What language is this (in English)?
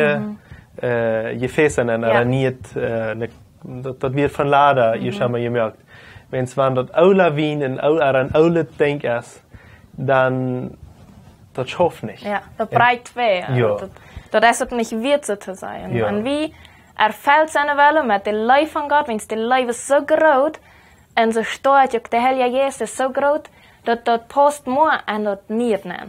Plautdietsch